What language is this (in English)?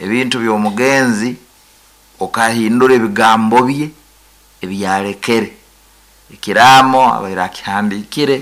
Nyankole